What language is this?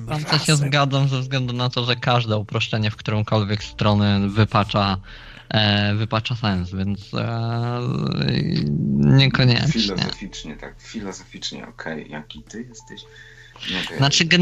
Polish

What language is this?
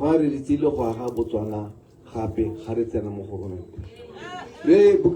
Tswana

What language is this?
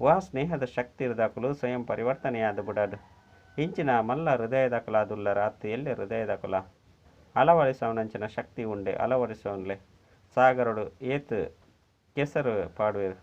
Tulu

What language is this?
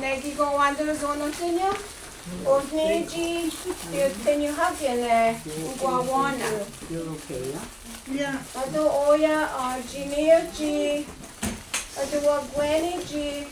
Mohawk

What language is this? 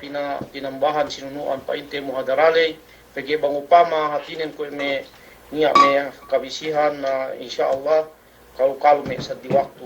Yakan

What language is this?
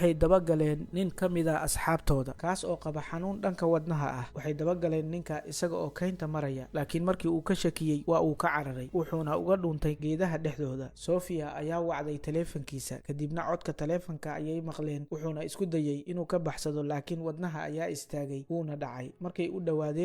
Somali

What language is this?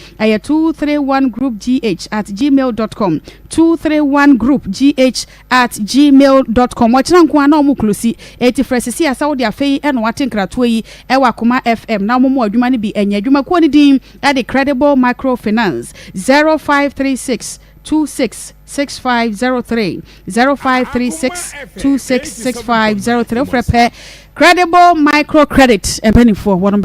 Akan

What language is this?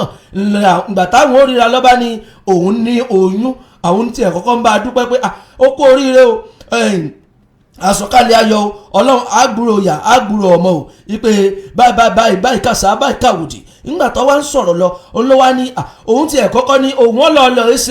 Yoruba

